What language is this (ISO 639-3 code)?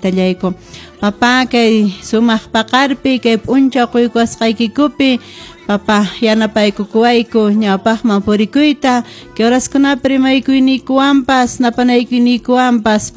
que